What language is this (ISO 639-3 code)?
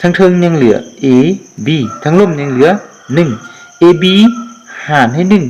lao